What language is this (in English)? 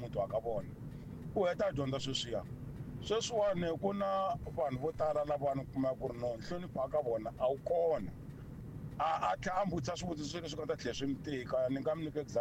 Tsonga